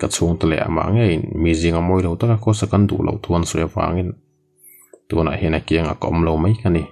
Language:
Mizo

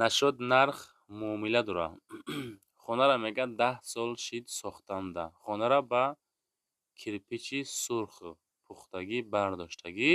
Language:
Tajik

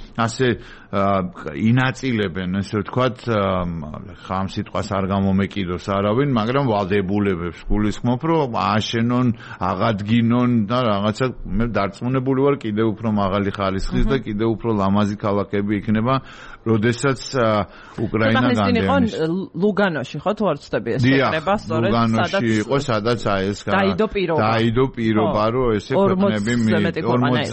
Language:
Georgian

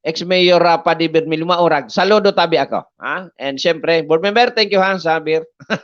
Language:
Bikol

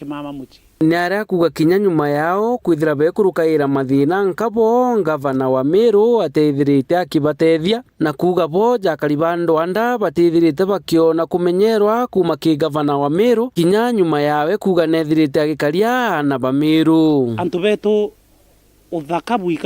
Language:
Meru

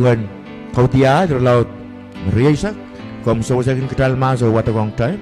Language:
Pohnpeian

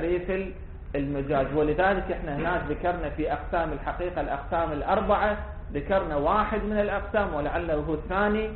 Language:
Arabic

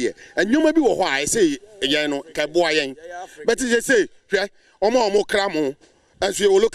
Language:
Akan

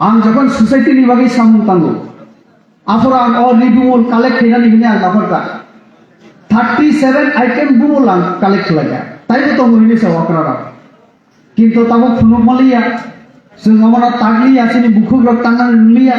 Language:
Kok Borok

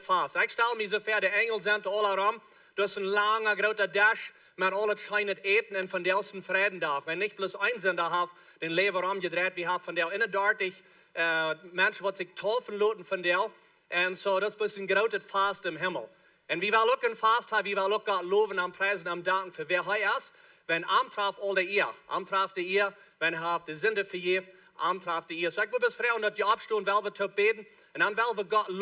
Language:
Plautdietsch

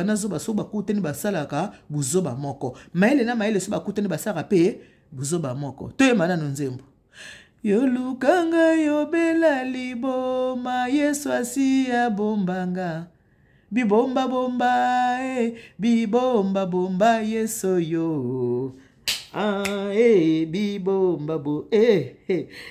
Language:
Lingala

